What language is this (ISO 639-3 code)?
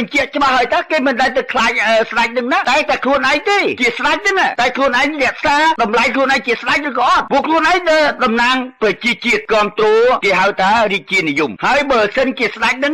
khm